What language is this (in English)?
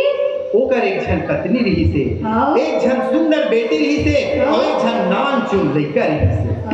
Chhattisgarhi